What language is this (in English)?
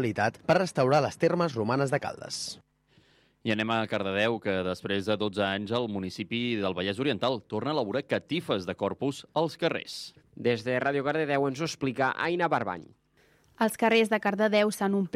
Catalan